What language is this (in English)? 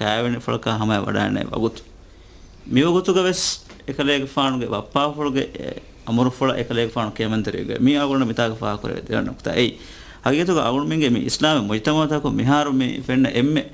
Divehi